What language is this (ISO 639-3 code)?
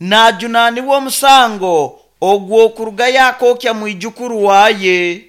nyn